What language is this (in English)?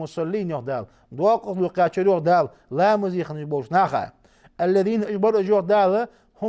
Ingush